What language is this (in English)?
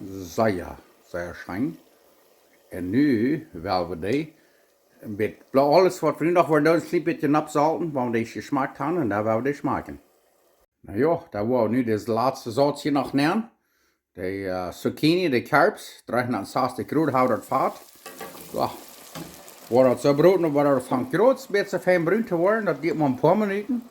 Plautdietsch